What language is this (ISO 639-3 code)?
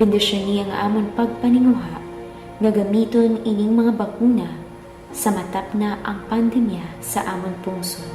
hil